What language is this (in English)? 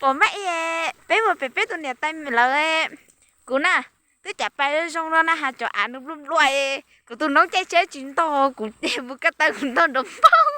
Hmong